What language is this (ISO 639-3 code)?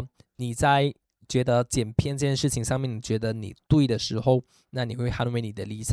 zho